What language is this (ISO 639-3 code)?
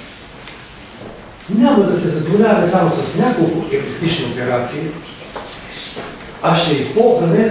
bul